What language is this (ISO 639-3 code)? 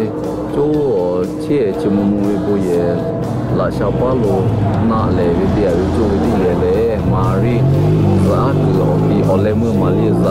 lhu